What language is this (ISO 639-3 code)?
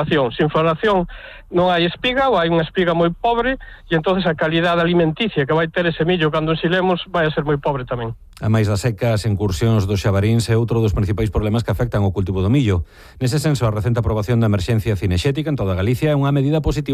glg